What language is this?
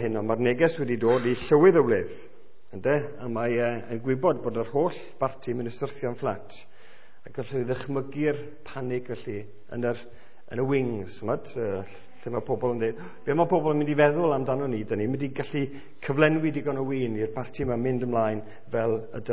Welsh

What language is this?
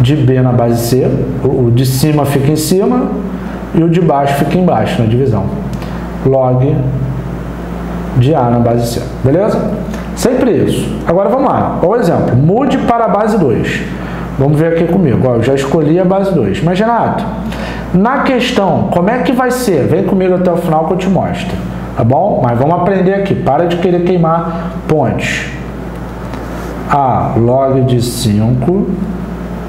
Portuguese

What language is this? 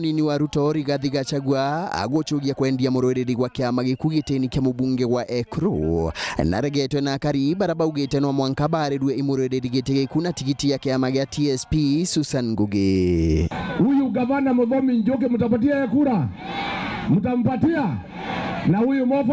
Meru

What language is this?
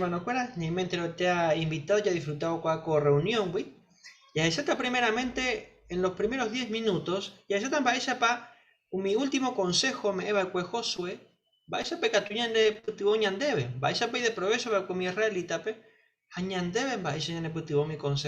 Guarani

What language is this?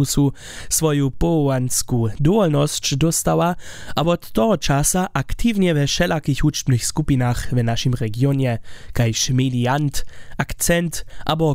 Upper Sorbian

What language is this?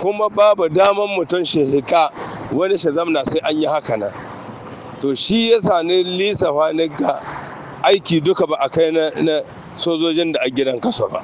Hausa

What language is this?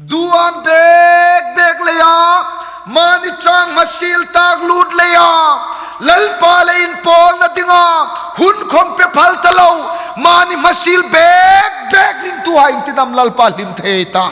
Hmar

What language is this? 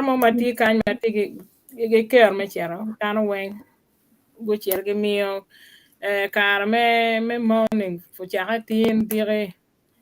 Acoli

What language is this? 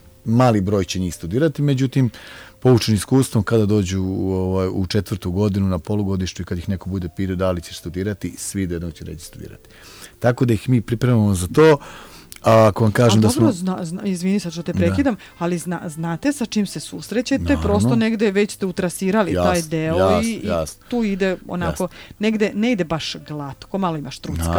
Serbian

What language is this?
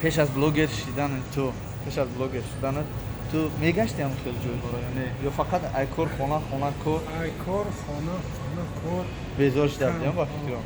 Tajik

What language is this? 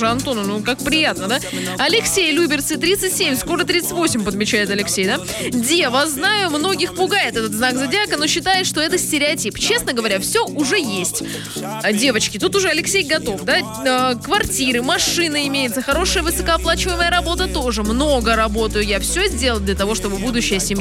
Russian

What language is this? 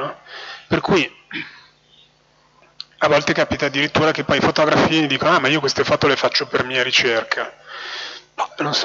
Italian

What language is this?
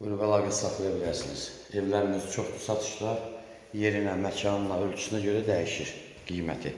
Azerbaijani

